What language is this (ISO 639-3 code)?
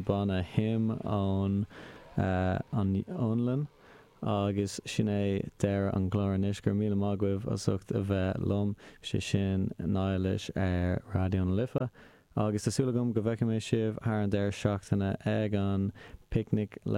gle